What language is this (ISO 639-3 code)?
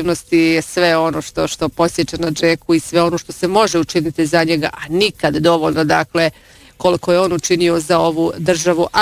bos